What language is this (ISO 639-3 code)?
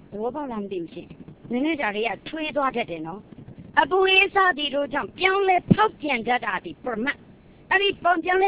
mya